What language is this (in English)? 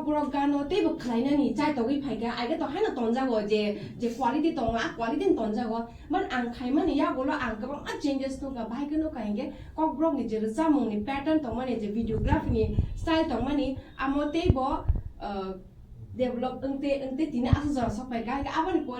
Kok Borok